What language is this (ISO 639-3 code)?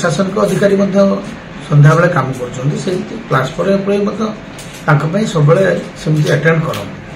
ori